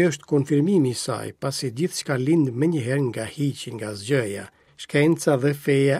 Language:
Albanian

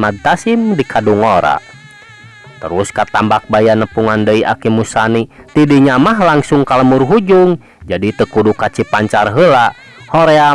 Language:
Sundanese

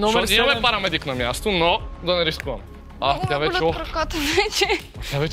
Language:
Bulgarian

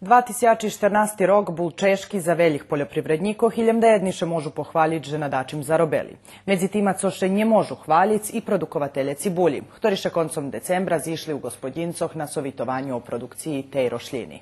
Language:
Rusyn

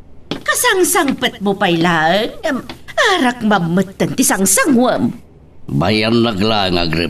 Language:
Iloko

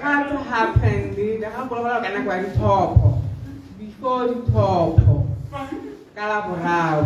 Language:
Tswana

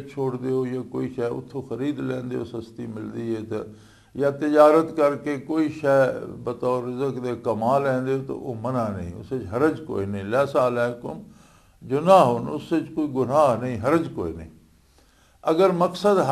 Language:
Western Panjabi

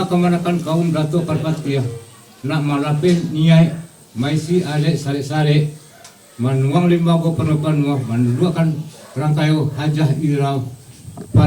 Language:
Minangkabau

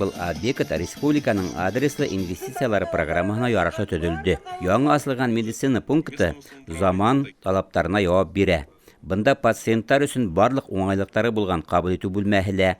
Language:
Bashkir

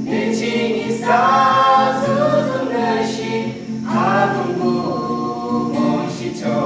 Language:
Yimchungru Naga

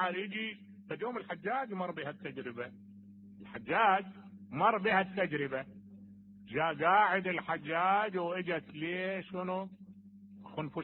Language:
Mesopotamian Arabic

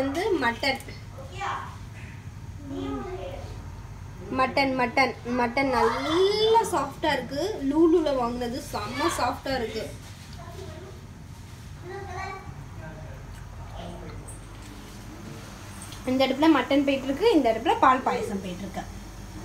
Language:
Tamil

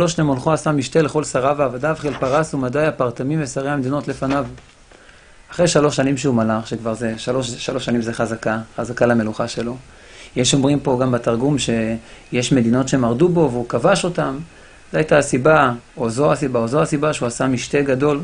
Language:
Hebrew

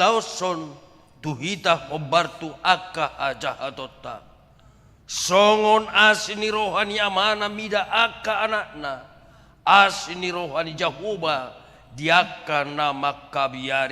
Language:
Batak Toba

